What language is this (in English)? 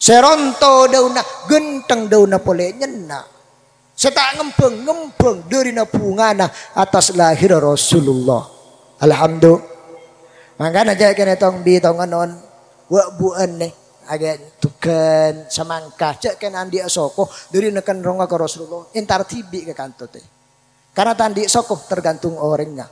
Madurese